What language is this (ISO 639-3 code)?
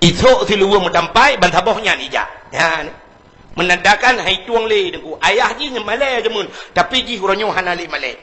ace